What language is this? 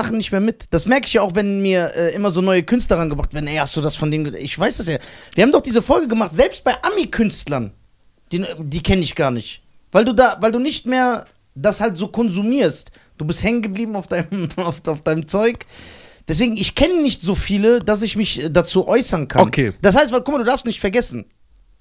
German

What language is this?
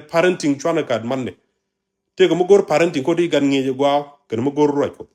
Nuer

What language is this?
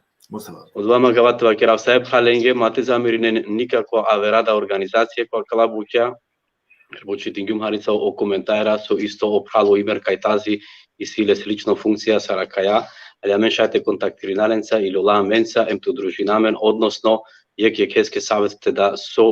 Balkan Romani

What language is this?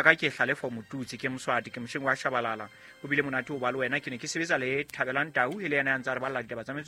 Southern Sotho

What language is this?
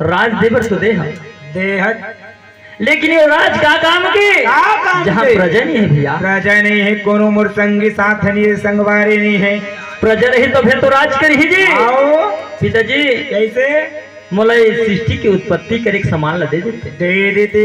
Chhattisgarhi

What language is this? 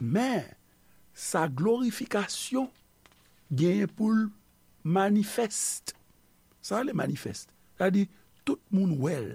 Haitian Creole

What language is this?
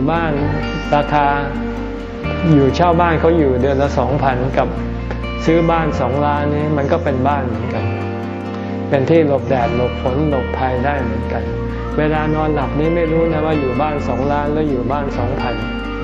Thai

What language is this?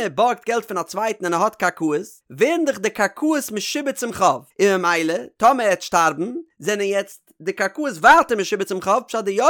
Yiddish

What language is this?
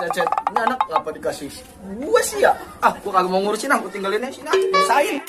Betawi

